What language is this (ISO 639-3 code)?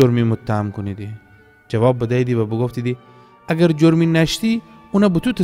glk